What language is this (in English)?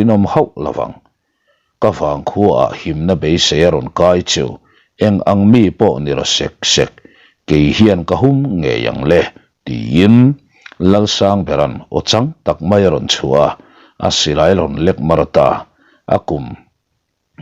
Mizo